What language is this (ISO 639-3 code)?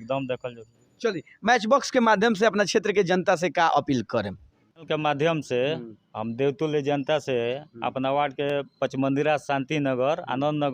bho